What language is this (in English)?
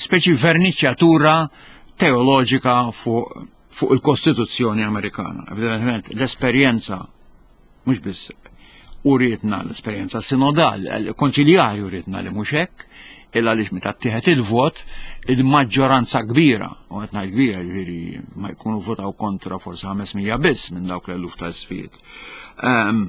Maltese